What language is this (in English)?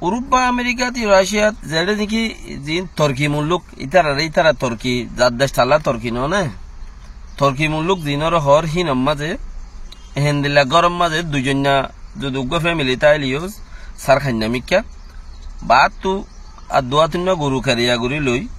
Rohingya